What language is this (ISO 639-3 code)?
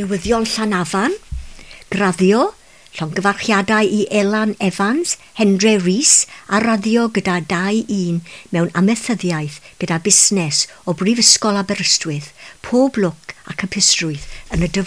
cym